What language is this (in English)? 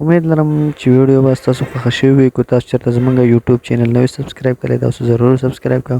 Pashto